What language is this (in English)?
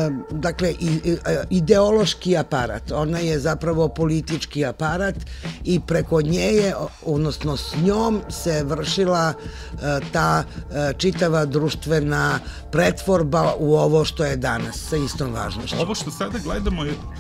Serbian